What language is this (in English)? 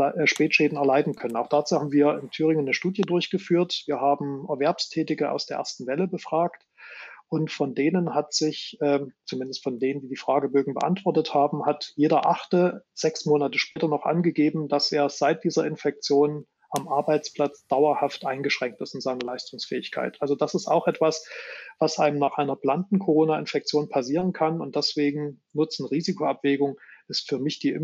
German